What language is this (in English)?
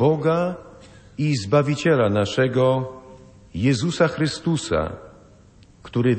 Polish